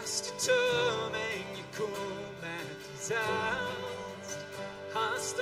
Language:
Plautdietsch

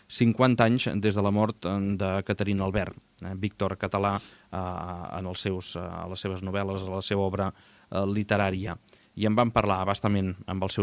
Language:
Catalan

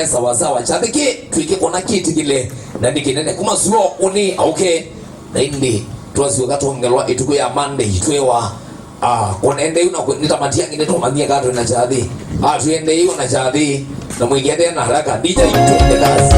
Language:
Kamba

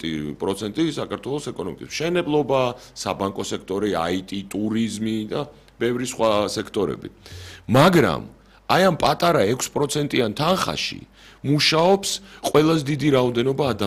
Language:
Georgian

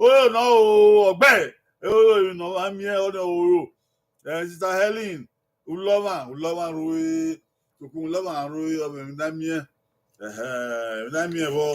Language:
Bini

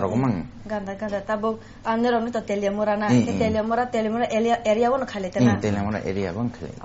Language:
Kok Borok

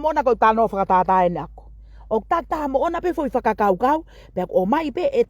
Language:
Tongan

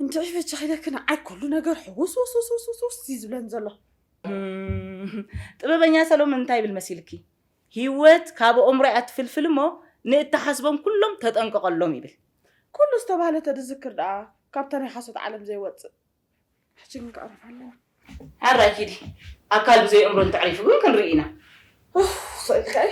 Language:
Tigrinya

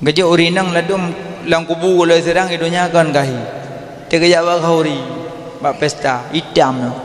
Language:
Achinese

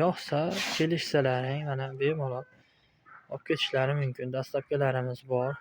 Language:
Uzbek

